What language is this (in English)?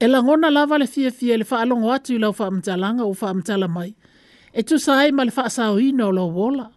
Samoan